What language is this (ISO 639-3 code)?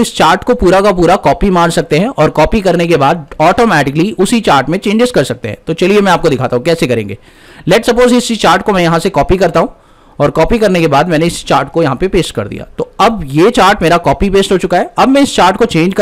hin